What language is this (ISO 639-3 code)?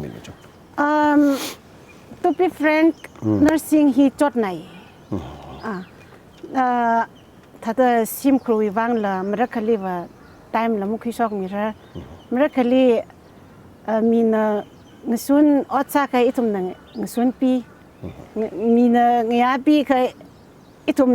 nmf